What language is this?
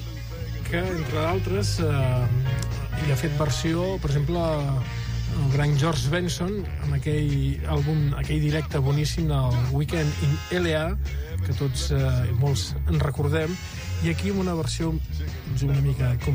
Catalan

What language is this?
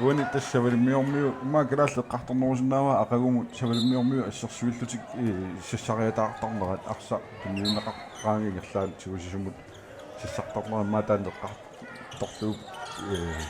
Kalaallisut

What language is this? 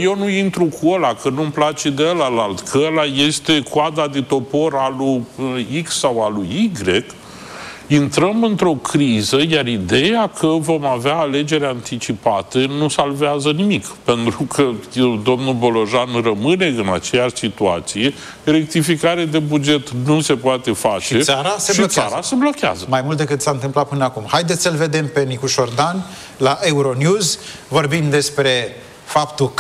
Romanian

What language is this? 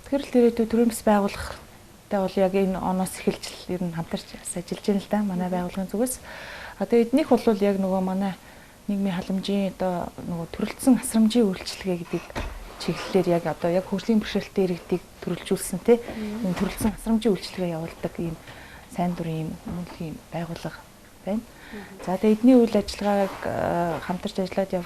Mongolian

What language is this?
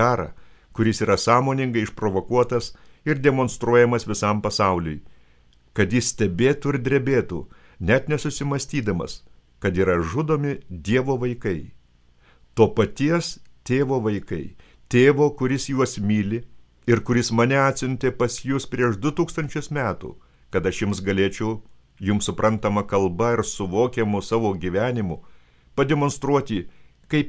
Lithuanian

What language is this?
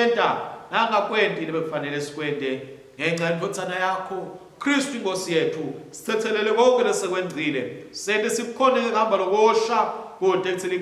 Swati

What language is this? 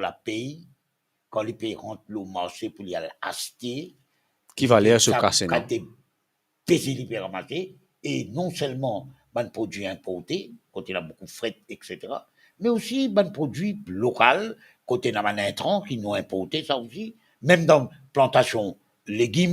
Morisyen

